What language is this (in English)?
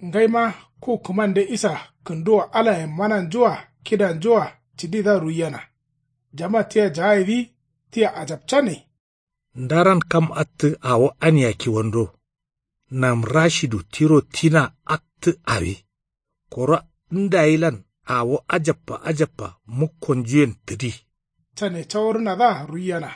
Kanuri